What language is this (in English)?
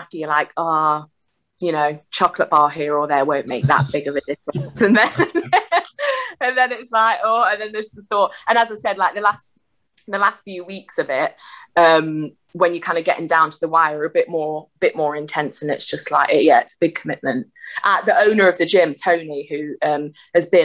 English